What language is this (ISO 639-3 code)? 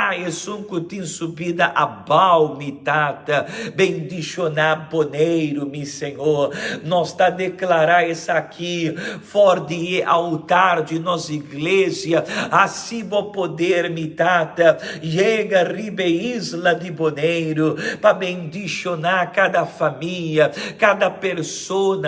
pap